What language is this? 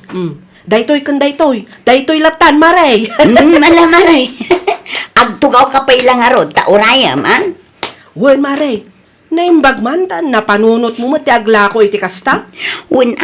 Iloko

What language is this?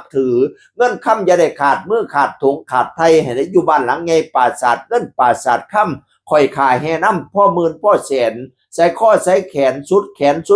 Northeastern Thai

